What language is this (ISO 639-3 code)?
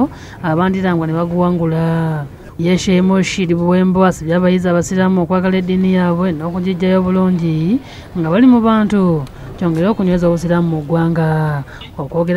lug